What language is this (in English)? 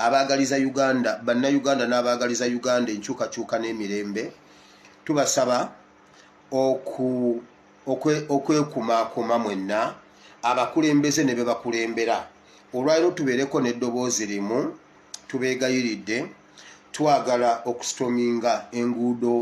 Ganda